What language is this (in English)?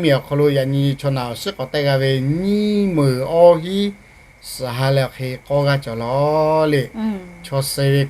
Lahu